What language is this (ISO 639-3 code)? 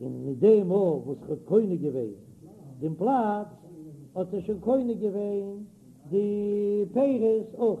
yid